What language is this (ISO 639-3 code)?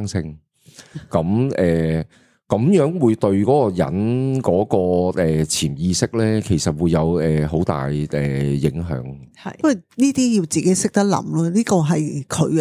yue